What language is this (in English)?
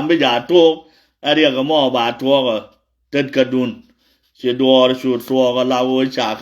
Nuer